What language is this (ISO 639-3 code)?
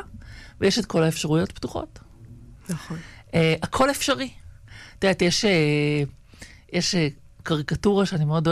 heb